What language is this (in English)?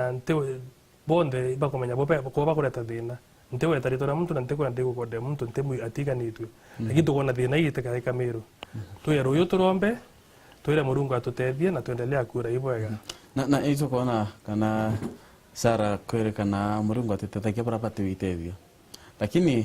Meru